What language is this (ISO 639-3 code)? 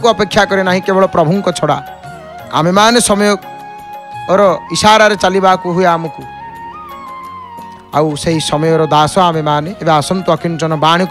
ori